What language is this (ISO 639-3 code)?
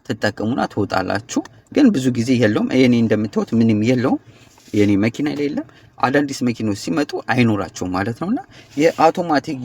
amh